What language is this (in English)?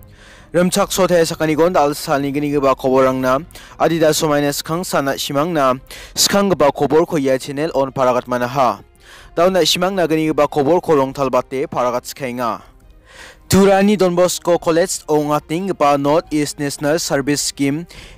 Garo